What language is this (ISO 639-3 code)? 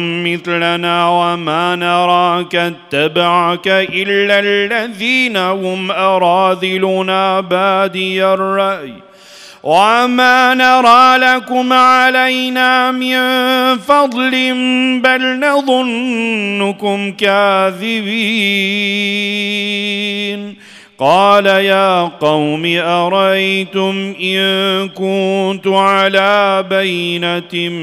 ara